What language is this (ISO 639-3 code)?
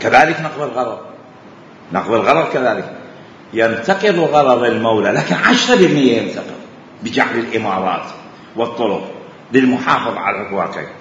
acm